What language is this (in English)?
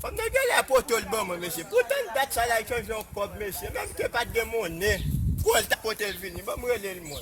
Haitian Creole